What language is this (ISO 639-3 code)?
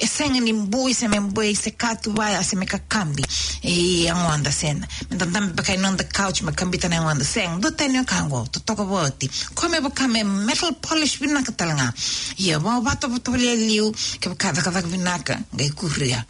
fij